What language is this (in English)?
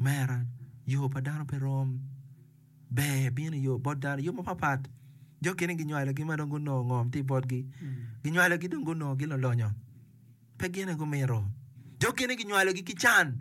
Acoli